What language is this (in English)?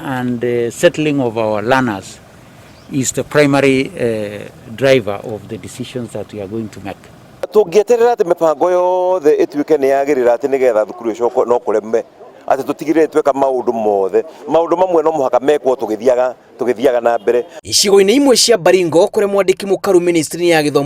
Kikuyu